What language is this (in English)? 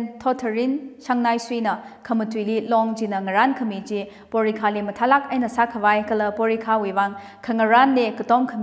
Tangkhul Naga (India)